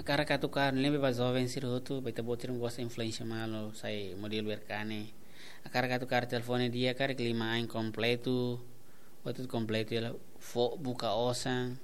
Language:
Tetum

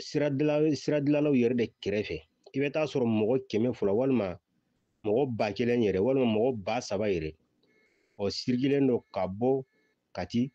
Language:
Bambara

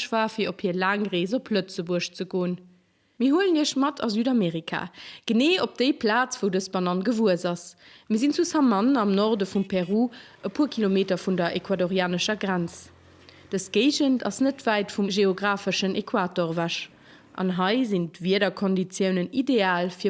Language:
Luxembourgish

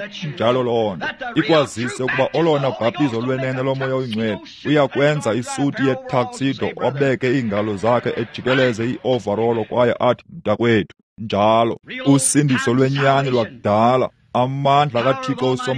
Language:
Xhosa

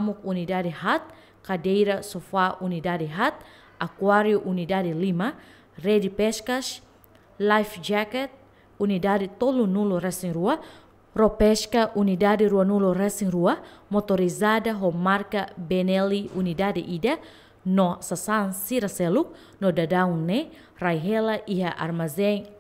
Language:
Tetum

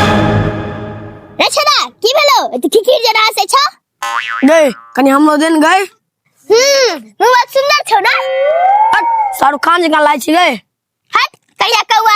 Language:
Maithili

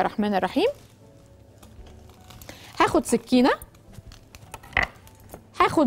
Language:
Egyptian Arabic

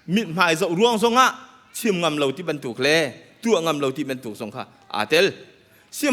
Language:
Hakha Chin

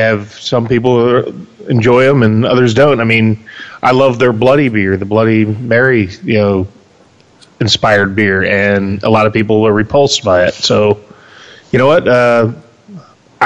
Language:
English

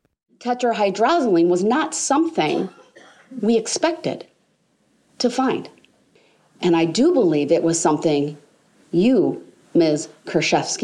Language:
English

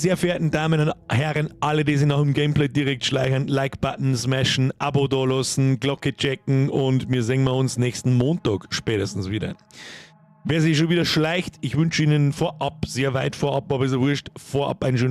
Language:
Bavarian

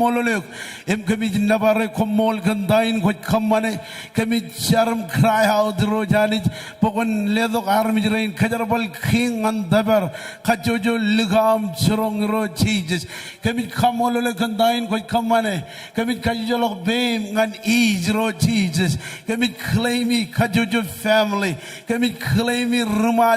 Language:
Marshallese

